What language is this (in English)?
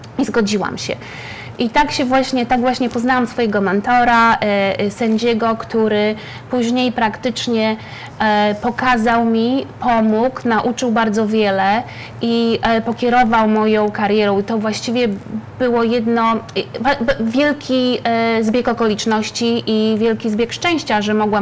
Polish